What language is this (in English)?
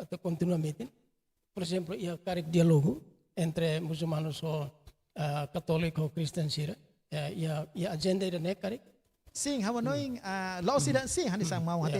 Tetum